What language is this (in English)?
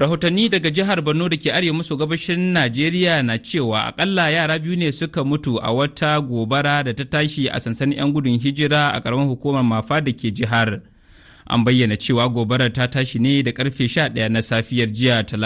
Hausa